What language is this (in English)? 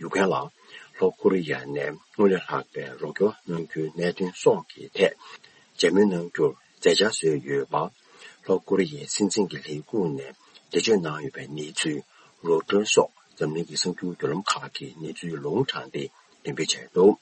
Tibetan